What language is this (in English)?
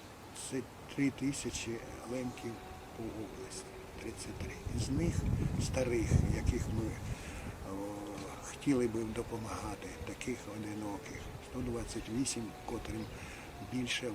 Rusyn